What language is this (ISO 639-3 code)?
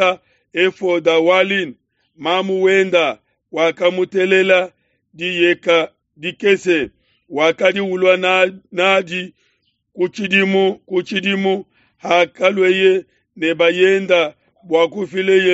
lua